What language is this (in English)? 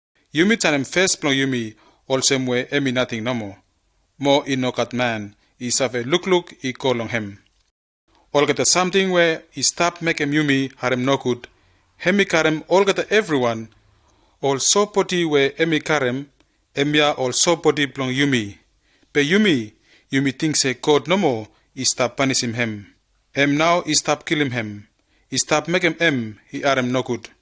Bislama